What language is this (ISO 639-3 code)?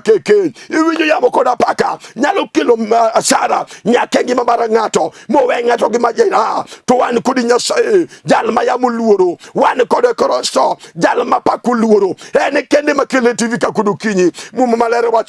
luo